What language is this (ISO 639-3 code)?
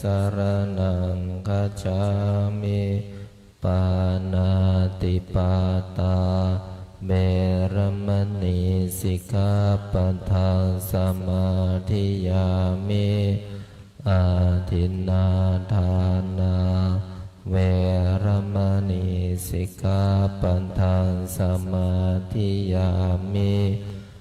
pli